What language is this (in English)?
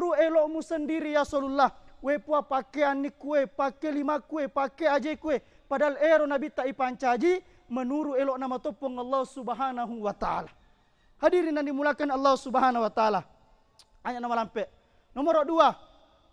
Buginese